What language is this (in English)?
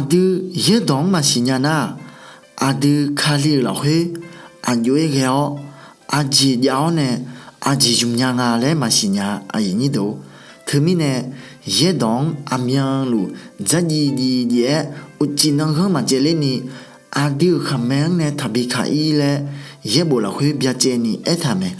Akha